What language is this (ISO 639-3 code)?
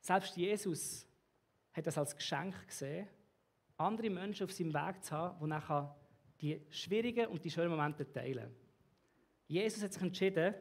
gsw